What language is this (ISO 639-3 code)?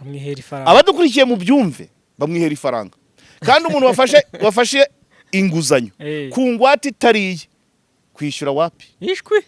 kin